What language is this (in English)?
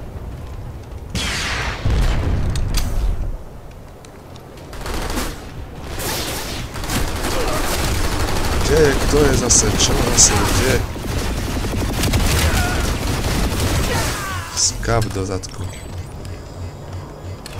Slovak